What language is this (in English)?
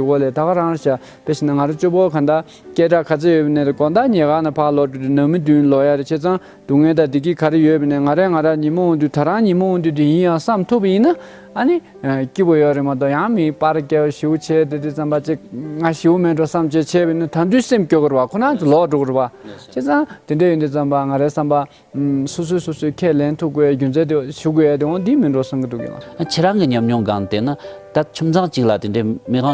Tibetan